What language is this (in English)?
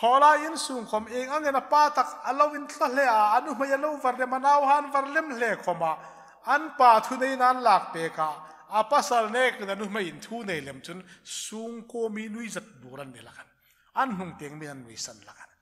Hmar